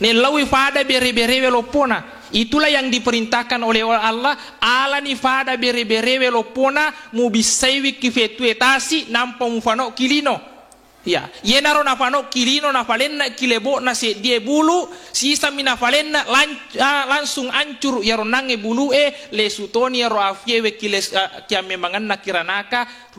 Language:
Buginese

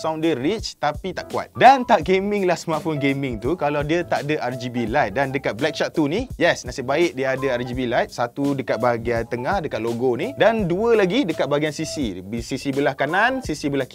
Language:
Malay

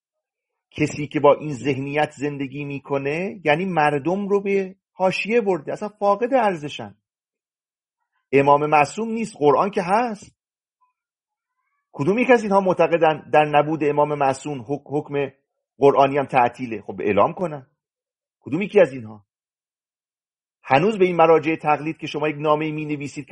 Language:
Persian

